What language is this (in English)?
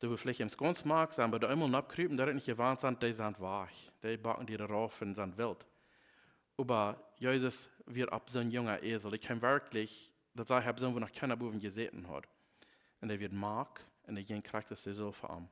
Plautdietsch